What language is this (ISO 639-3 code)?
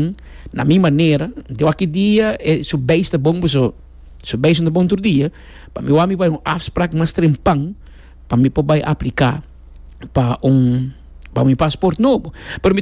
pap